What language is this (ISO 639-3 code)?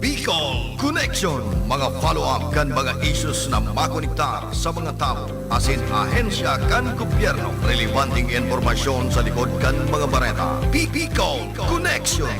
bik